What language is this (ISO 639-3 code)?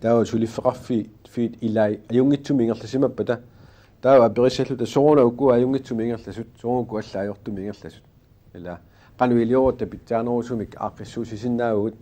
kal